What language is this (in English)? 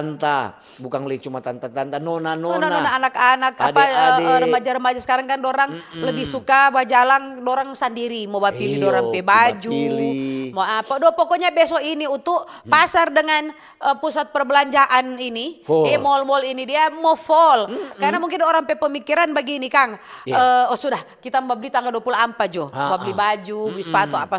Manado Malay